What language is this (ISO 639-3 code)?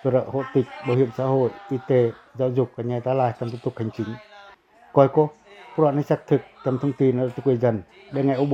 pac